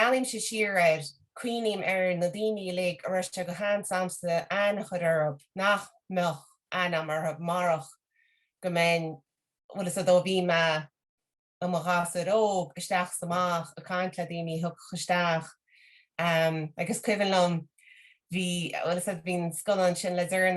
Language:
Irish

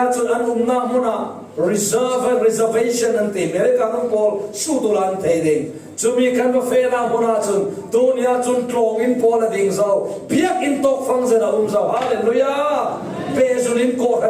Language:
Falam Chin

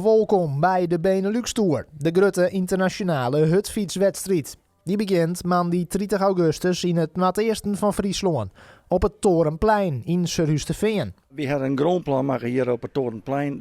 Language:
Western Frisian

